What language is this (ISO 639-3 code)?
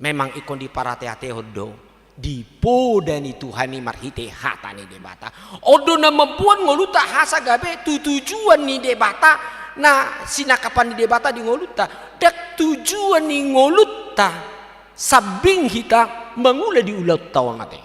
bbc